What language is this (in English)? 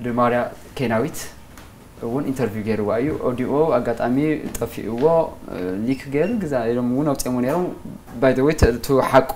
Tigrinya